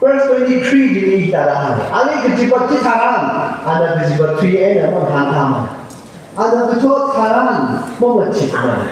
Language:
Tangkhul Naga (India)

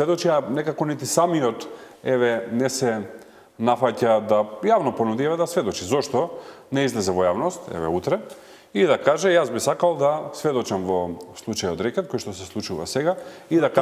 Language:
Macedonian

